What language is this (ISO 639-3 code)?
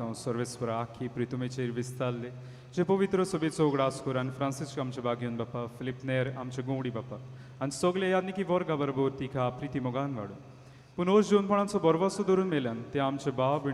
kok